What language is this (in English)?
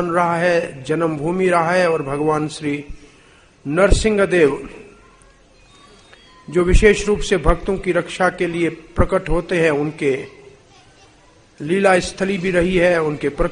Hindi